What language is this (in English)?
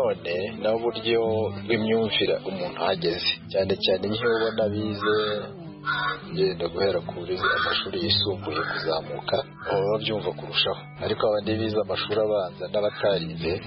Kinyarwanda